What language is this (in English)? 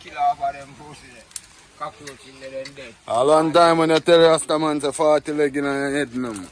Jamaican Creole English